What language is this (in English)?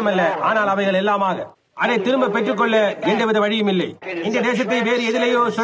Tamil